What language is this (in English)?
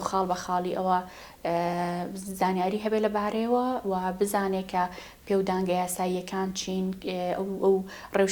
Central Kurdish